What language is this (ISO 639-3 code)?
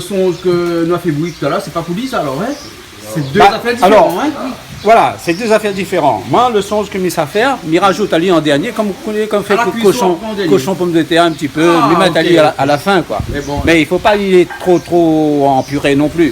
rcf